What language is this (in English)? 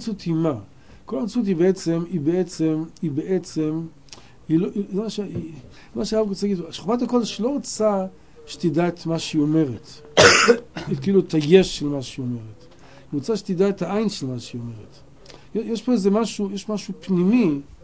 Hebrew